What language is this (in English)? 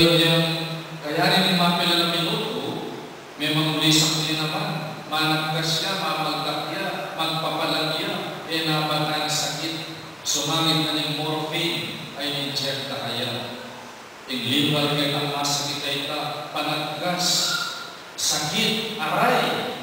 Pampanga